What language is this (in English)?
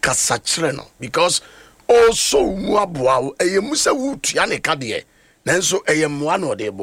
Akan